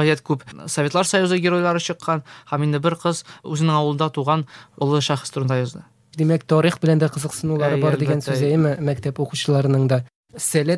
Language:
Tatar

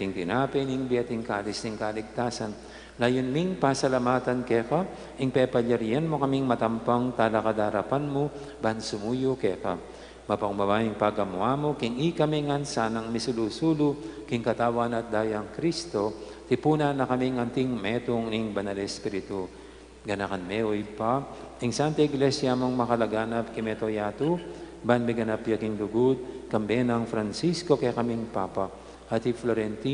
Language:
Pampanga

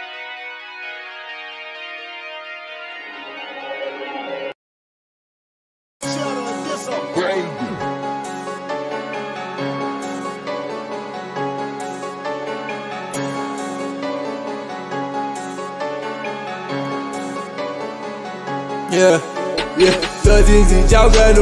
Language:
Romanian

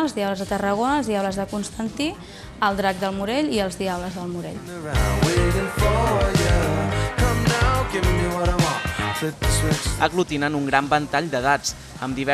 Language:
Catalan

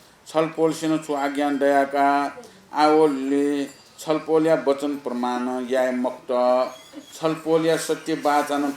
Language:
Newari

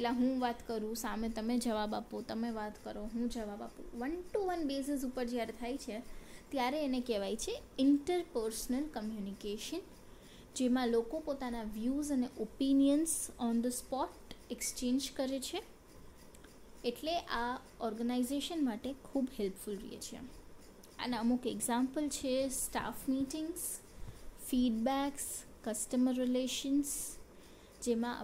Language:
Gujarati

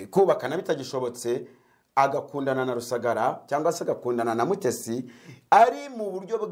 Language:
Kinyarwanda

